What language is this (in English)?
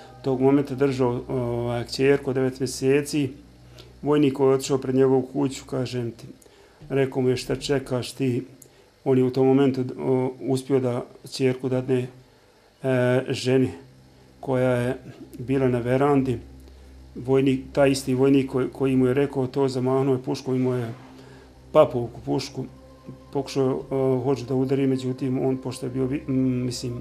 Bosnian